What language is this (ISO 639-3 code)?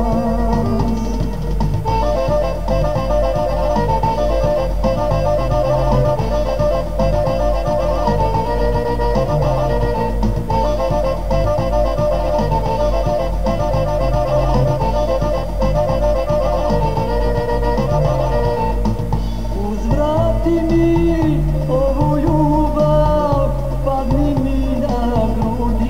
hrv